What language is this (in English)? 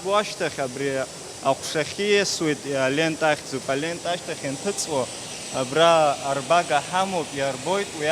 Abkhazian